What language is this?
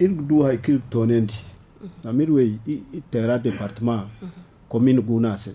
Zarma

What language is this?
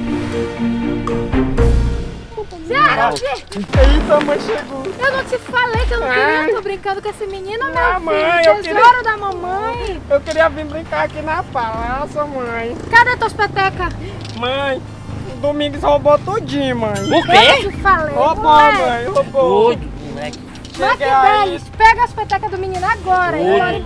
Portuguese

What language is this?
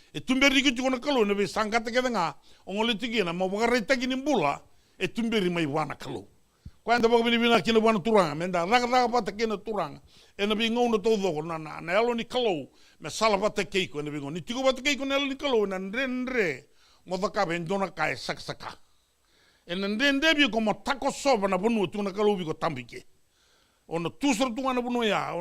Fijian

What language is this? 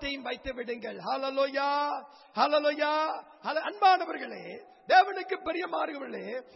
Tamil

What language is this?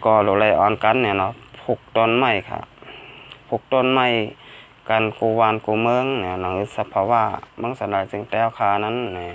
Shan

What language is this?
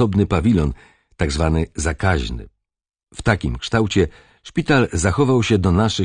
Polish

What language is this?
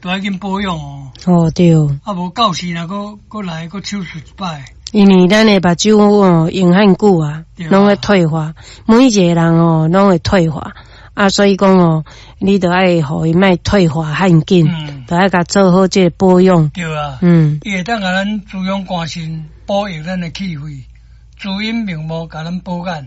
Min Nan Chinese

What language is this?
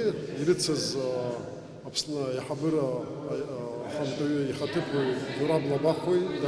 Abkhazian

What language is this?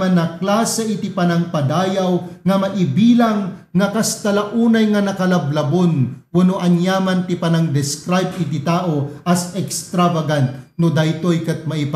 Iloko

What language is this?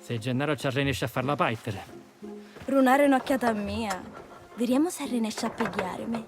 Sicilian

